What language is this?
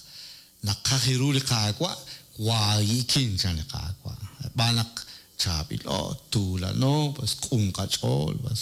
Kekchí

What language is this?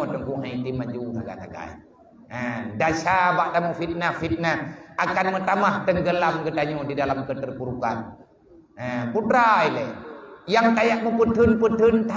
Achinese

